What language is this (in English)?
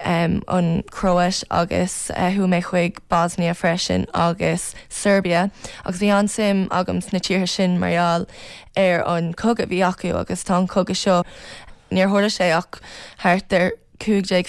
Irish